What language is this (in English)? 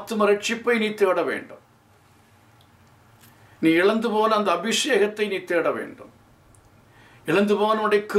Tamil